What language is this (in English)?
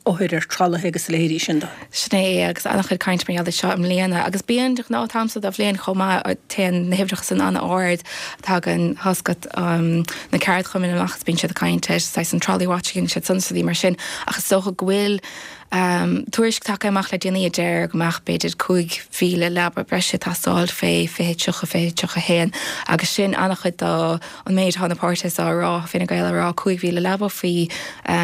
Irish